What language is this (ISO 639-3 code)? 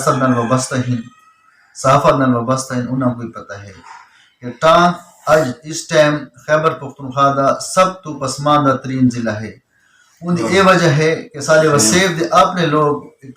skr